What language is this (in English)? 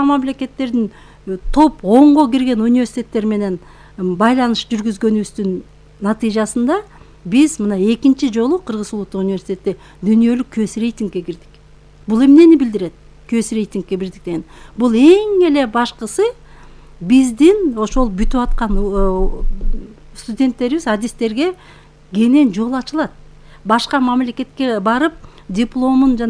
Kyrgyz